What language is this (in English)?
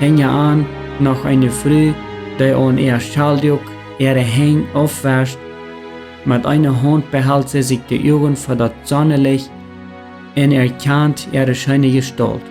Plautdietsch